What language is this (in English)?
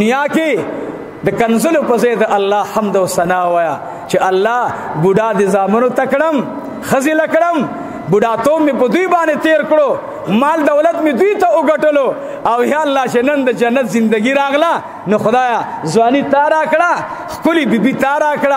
Pashto